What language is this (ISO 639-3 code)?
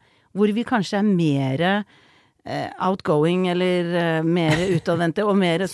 nor